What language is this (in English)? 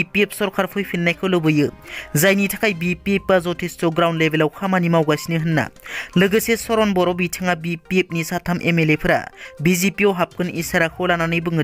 Bodo